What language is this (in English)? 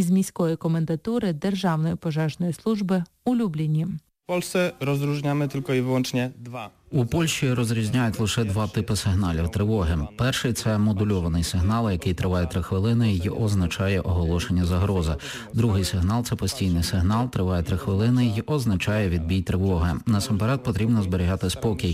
Ukrainian